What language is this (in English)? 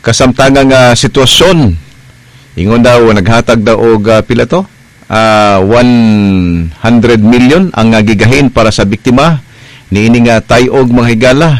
Cebuano